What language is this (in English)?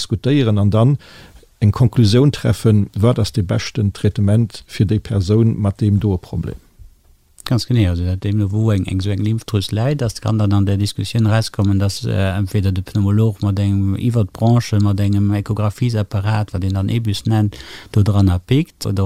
Luxembourgish